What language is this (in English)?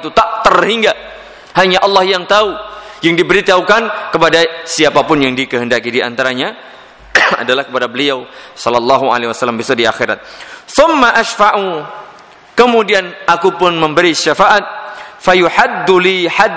Indonesian